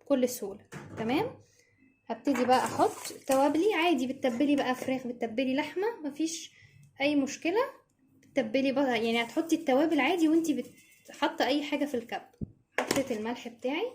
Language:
Egyptian Arabic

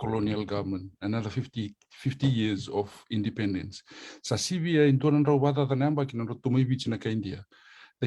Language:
Fijian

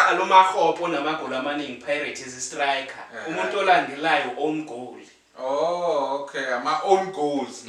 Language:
Zulu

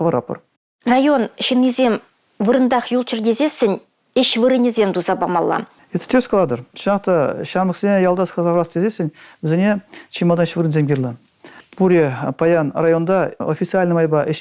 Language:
Chuvash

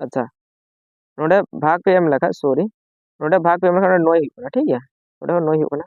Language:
Santali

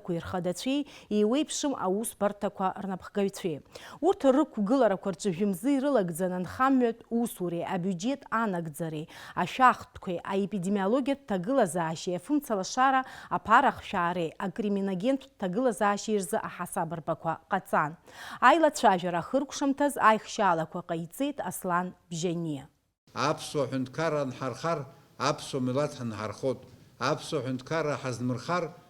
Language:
Abkhazian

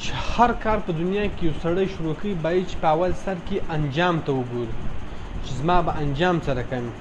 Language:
Pashto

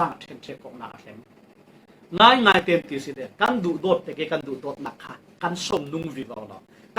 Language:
Falam Chin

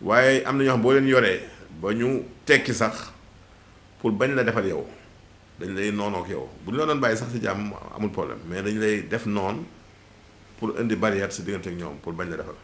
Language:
Wolof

